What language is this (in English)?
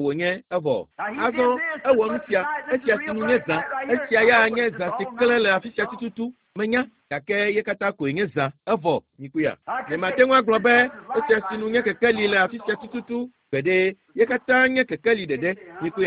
Ewe